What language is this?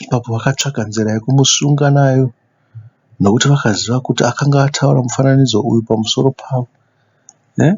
Shona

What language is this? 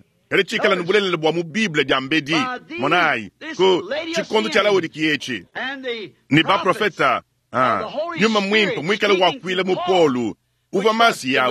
Luba-Lulua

